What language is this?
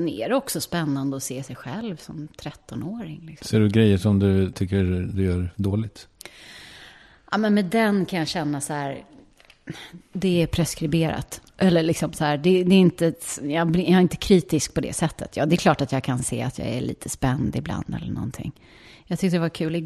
Swedish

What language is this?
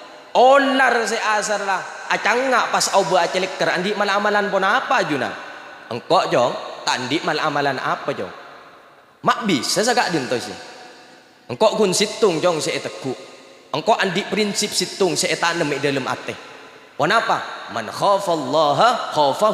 Madurese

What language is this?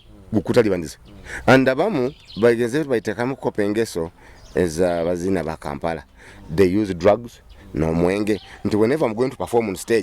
Nyoro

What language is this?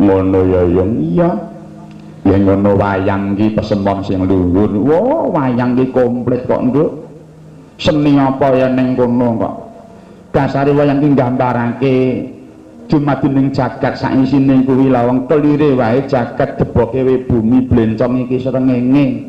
Javanese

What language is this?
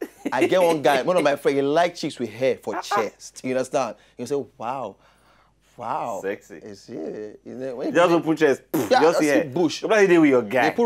Nigerian Pidgin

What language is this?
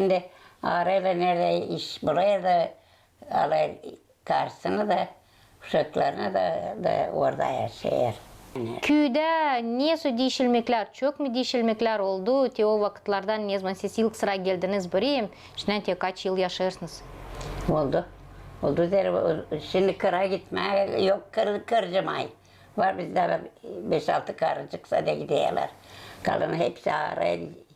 Gagauz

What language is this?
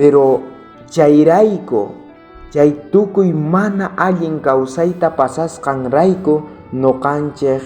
South Bolivian Quechua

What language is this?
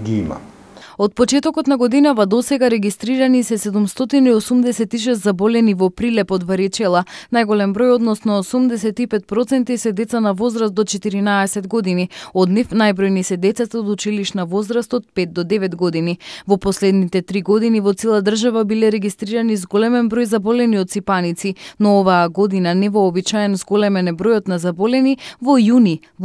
Macedonian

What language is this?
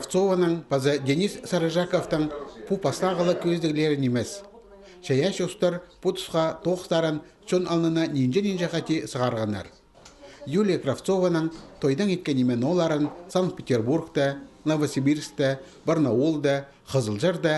Khakas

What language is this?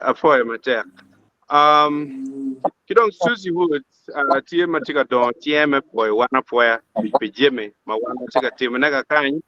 Acoli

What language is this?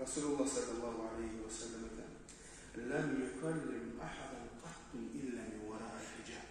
Kumyk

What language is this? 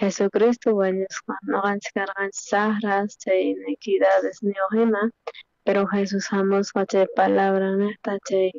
South Bolivian Quechua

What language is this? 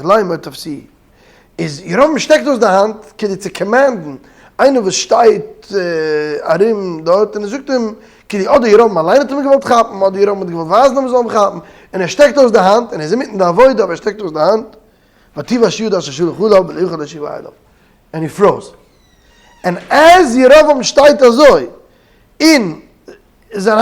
Yiddish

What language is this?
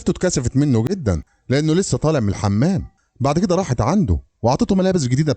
Egyptian Arabic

